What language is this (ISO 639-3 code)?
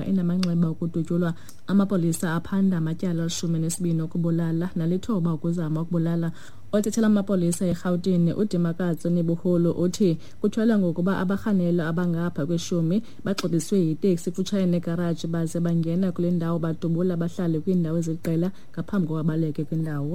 xho